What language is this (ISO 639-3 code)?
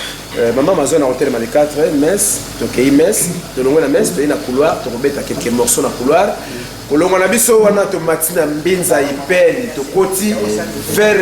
lin